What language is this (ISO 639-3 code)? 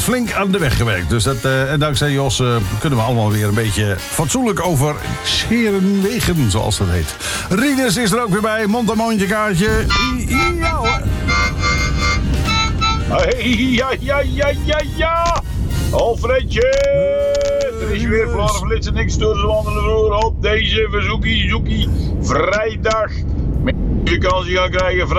nld